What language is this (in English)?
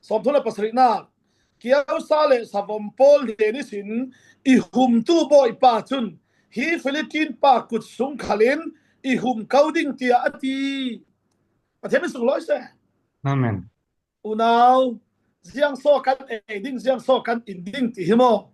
Falam Chin